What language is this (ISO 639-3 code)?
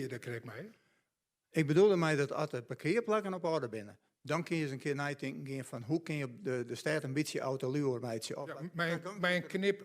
fry